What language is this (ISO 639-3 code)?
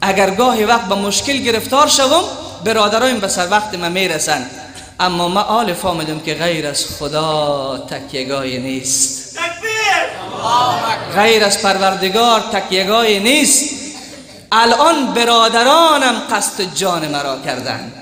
fas